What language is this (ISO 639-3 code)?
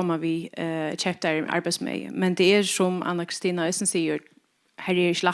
fao